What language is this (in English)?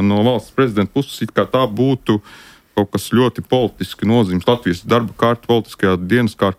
Latvian